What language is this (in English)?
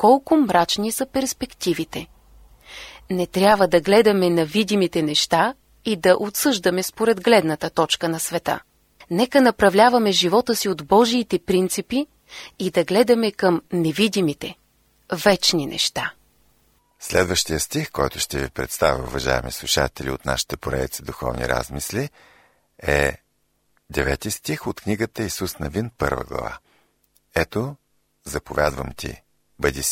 Bulgarian